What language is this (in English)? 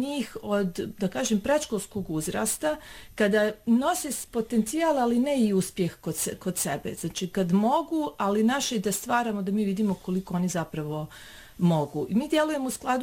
Bosnian